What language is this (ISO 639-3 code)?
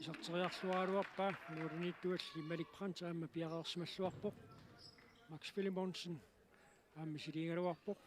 kal